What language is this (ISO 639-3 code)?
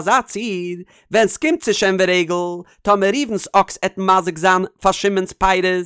yid